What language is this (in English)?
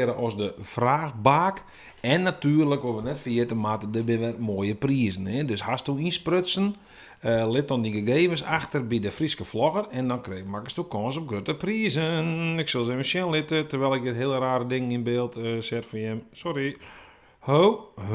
Western Frisian